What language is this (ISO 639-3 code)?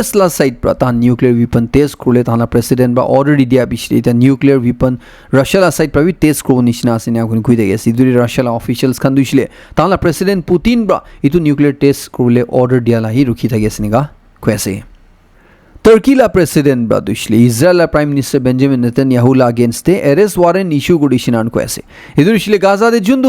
nag